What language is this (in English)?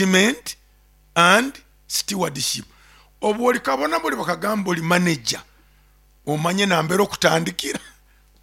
Nyoro